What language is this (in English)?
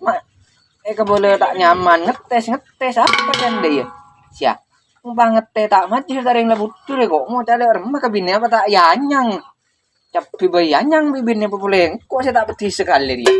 Madurese